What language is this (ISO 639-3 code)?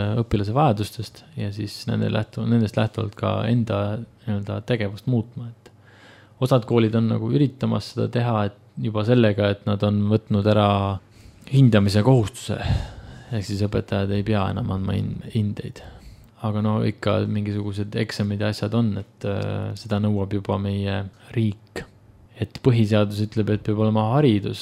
est